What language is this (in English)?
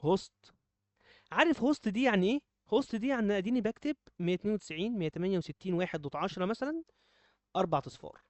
Egyptian Arabic